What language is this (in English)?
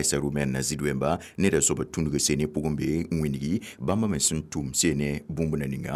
Mossi